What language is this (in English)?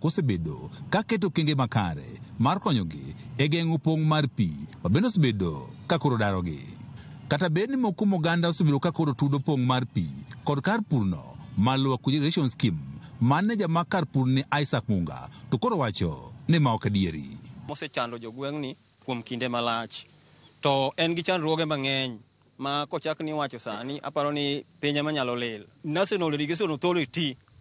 Luo (Kenya and Tanzania)